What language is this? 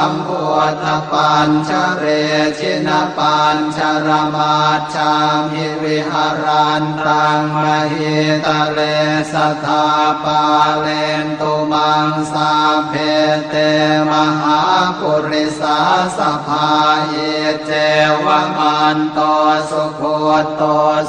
Pali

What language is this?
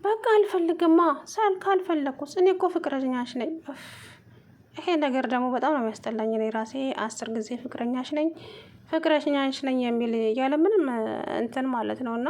Amharic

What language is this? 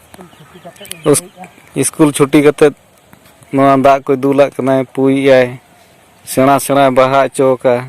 Santali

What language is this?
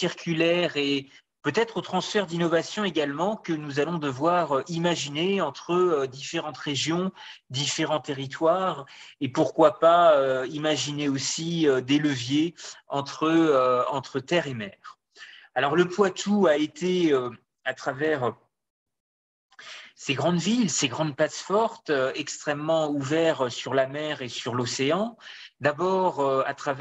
French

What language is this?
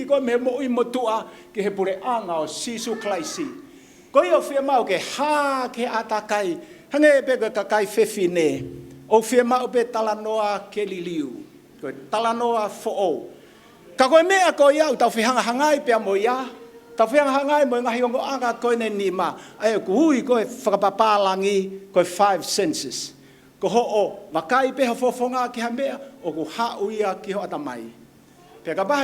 Tongan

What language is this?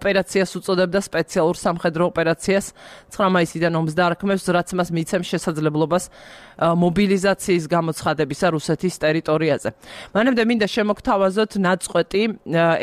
Georgian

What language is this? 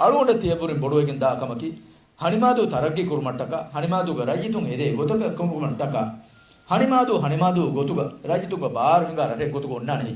Divehi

